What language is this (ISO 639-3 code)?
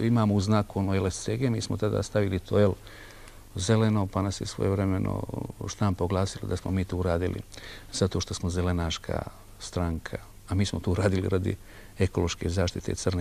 srp